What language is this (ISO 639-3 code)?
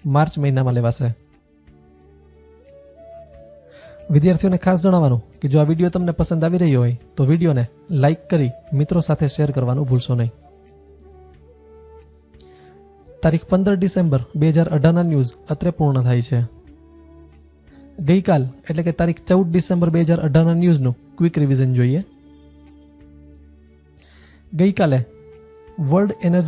guj